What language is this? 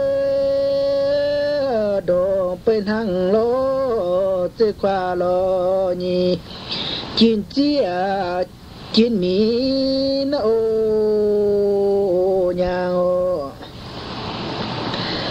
Vietnamese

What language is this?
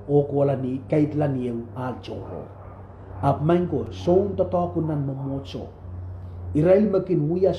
Pohnpeian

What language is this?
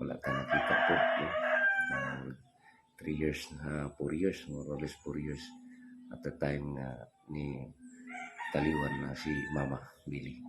Cebuano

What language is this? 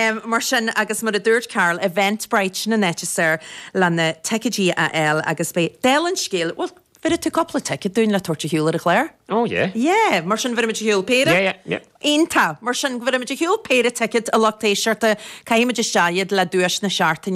Irish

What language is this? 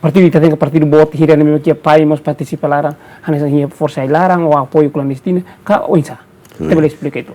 Tetum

